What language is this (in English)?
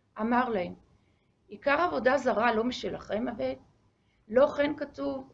Hebrew